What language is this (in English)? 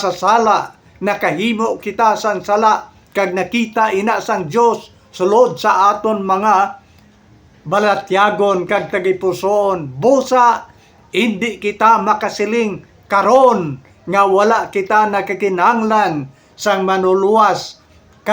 Hiligaynon